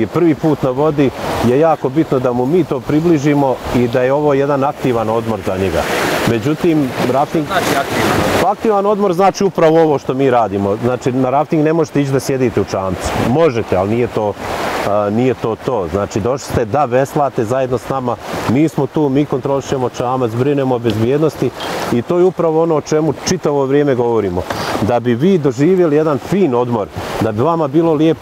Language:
Bosnian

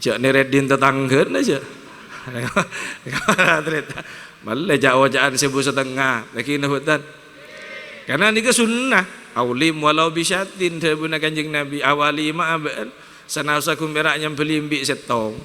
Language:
Madurese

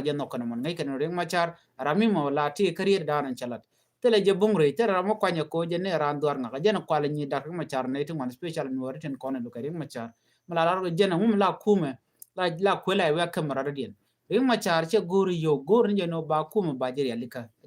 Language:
Nuer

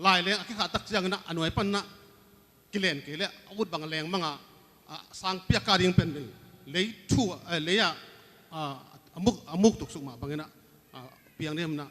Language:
Tedim Chin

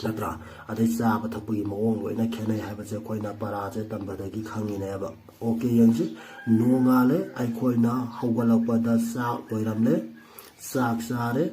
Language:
Manipuri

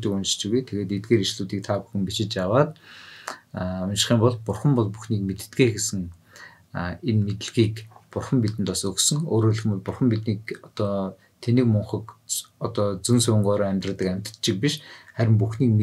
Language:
Mongolian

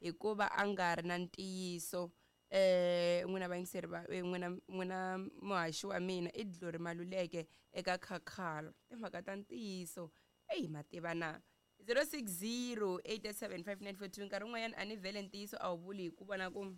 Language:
Tsonga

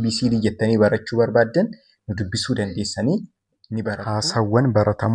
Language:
Oromo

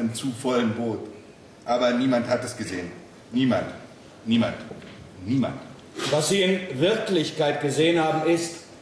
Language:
German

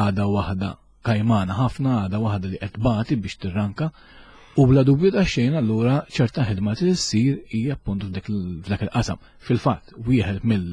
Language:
Maltese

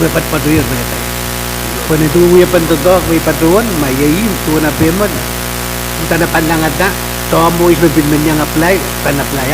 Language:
Pohnpeian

